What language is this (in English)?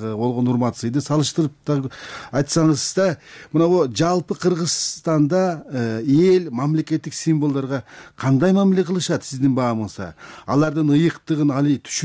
Kyrgyz